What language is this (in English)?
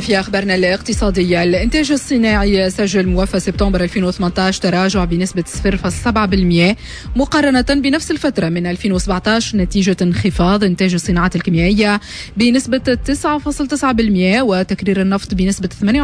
Tunisian Arabic